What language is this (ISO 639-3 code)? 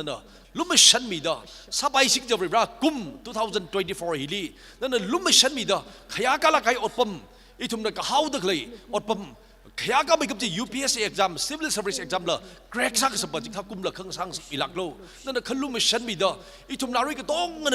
nmf